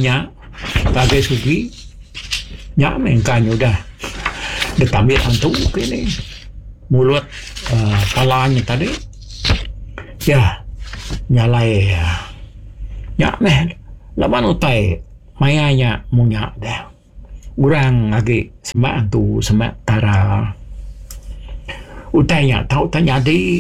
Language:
Iban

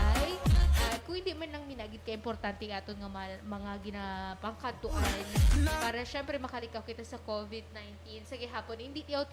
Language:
Hiligaynon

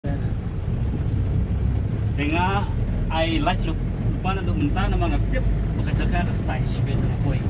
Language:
Khasi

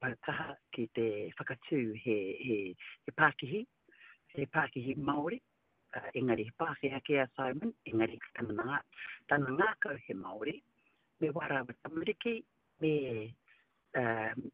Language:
Māori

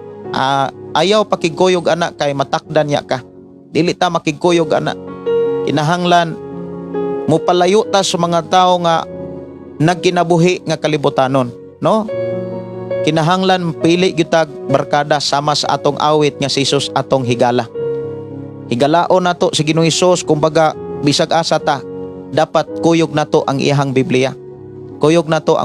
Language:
Cebuano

